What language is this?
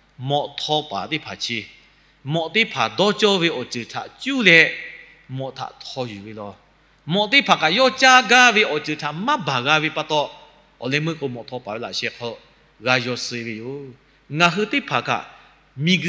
Lahu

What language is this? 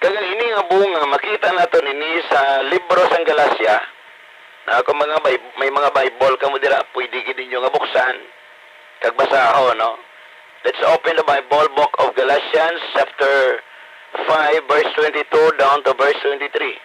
Hiligaynon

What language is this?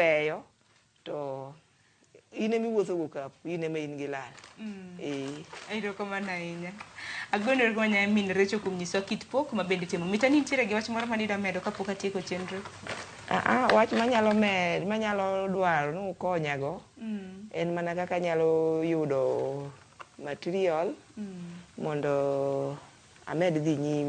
Luo (Kenya and Tanzania)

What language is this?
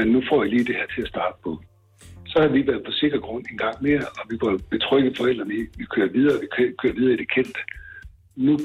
Danish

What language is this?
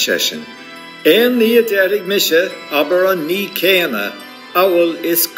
Irish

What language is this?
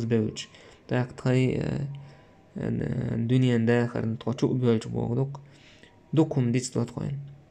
Chechen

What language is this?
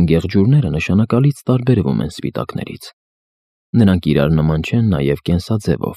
Armenian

